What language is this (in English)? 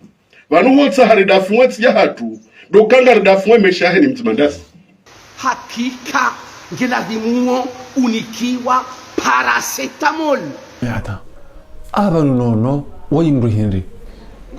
Ngazidja Comorian